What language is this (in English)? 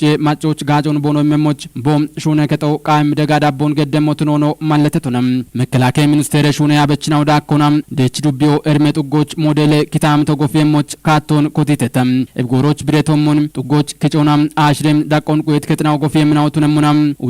Kafa